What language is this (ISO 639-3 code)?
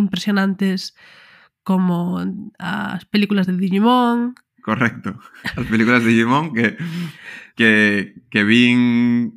glg